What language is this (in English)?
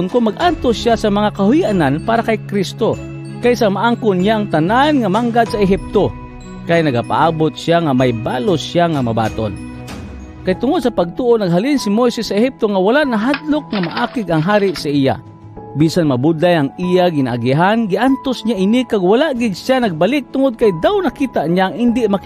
Hiligaynon